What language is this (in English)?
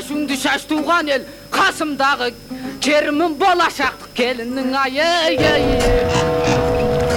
Kazakh